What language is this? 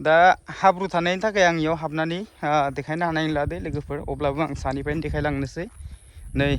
Bodo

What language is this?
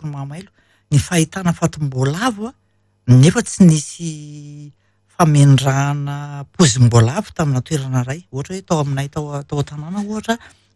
Malagasy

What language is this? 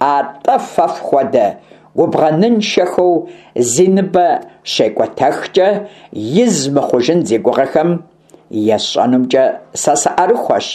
Kabardian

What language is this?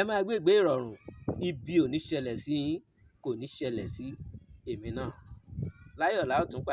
Yoruba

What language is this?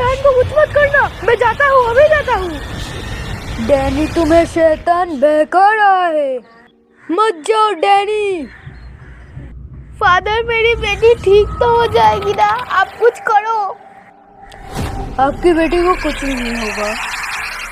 Hindi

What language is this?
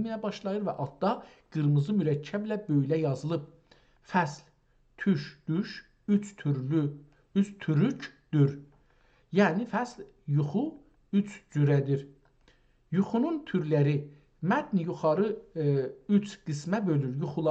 South Azerbaijani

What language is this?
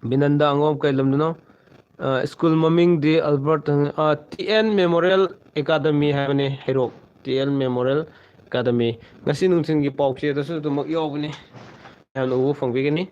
Manipuri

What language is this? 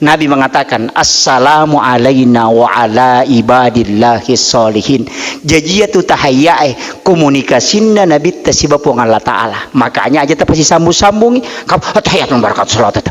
Buginese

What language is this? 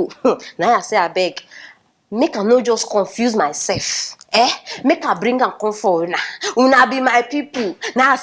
Nigerian Pidgin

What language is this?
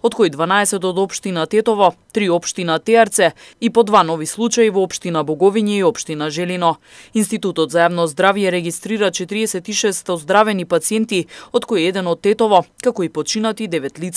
Macedonian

